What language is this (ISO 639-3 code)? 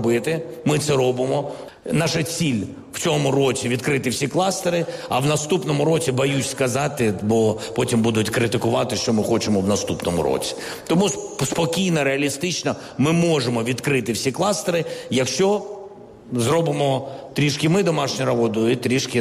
ukr